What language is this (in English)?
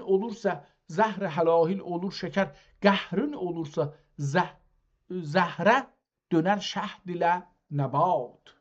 South Azerbaijani